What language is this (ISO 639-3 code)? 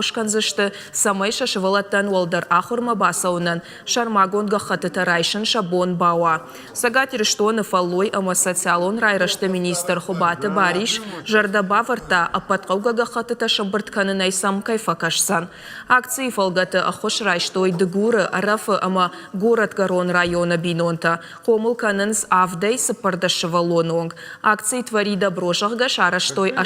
oss